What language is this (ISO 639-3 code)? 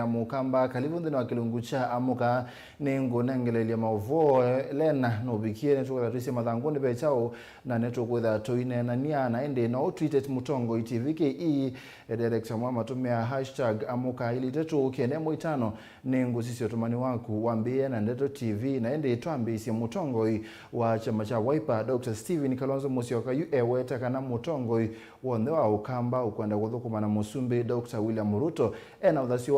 kam